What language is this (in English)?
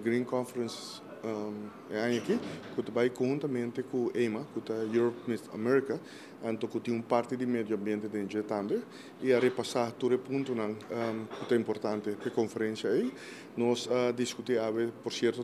Papiamento